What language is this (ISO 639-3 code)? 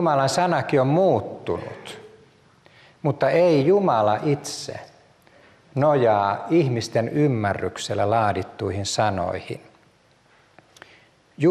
fin